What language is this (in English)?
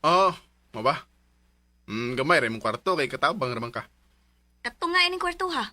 Cebuano